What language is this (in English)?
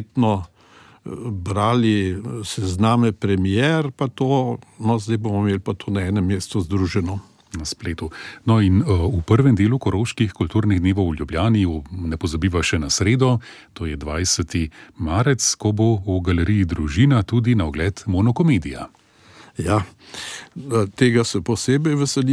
Slovenian